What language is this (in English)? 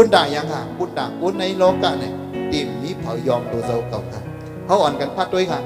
Shan